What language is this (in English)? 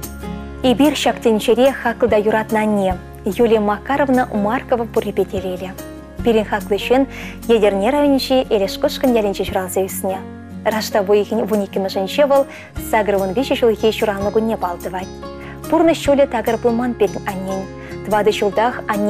Chuvash